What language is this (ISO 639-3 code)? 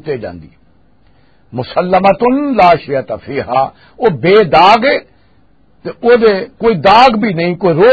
lah